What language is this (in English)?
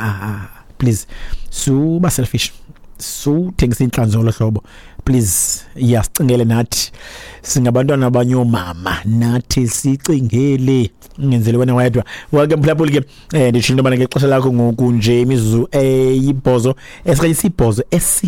Xhosa